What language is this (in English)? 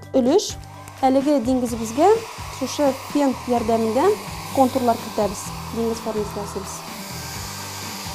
Tatar